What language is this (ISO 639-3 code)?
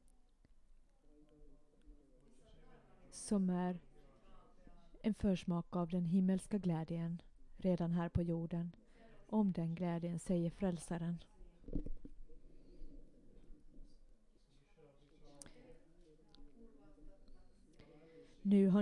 swe